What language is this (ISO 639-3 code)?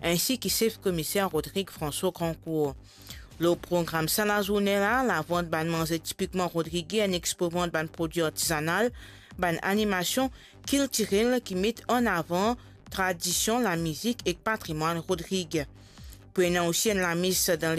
mfe